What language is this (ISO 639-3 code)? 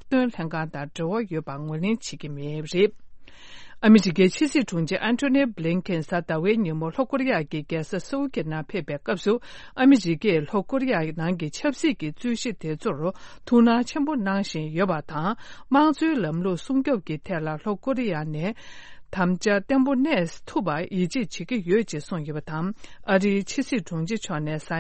bod